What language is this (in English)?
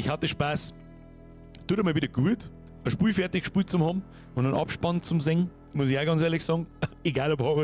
Bavarian